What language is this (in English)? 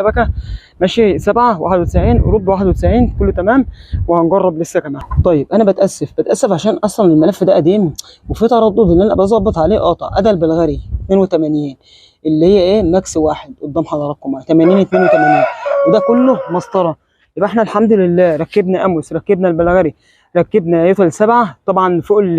Egyptian Arabic